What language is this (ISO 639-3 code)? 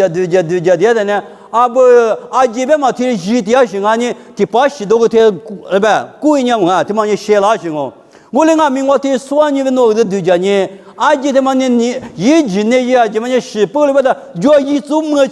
lis